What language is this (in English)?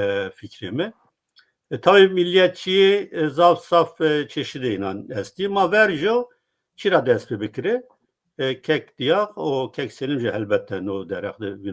Zaza